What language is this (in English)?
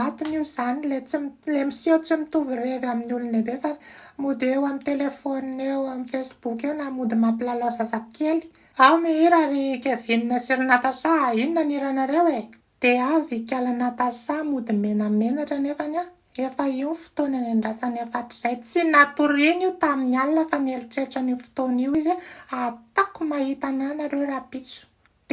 Malagasy